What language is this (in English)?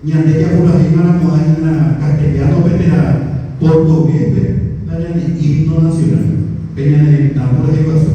Guarani